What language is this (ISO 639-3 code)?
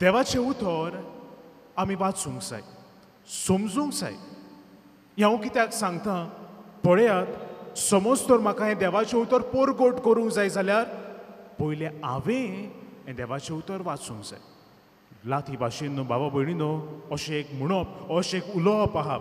kok